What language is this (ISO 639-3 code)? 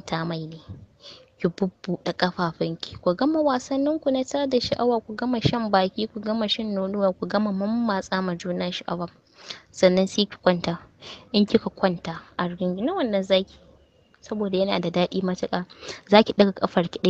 hau